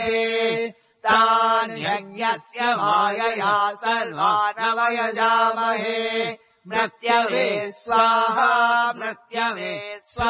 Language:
Sanskrit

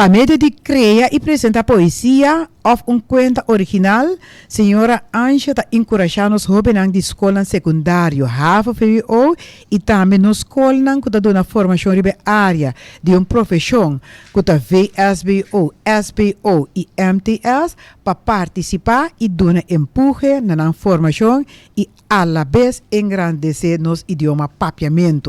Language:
Papiamento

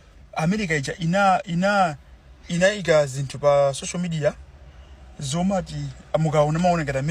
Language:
Nyanja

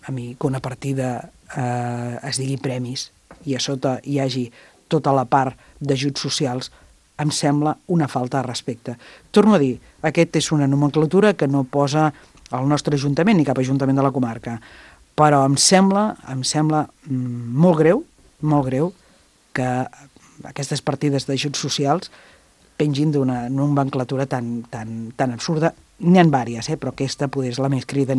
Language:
Catalan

